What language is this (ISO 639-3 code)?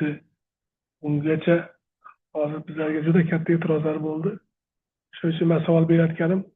uzb